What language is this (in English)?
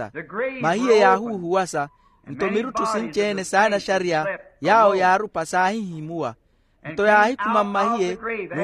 Makhuwa